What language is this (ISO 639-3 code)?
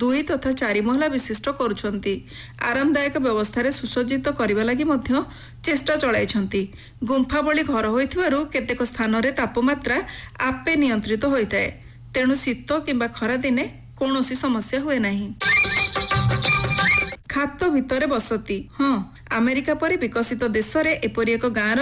ori